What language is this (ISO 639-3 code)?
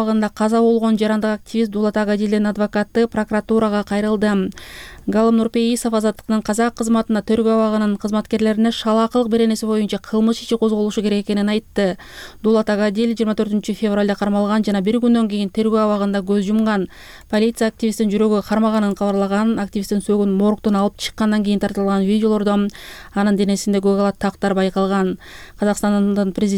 kir